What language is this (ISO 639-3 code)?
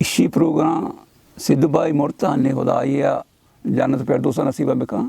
bal